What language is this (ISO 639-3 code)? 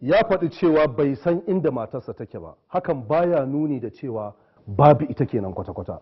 hau